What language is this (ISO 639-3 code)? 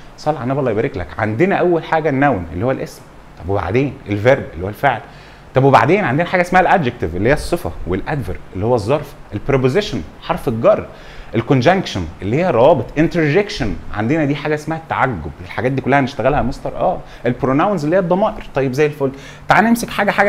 arz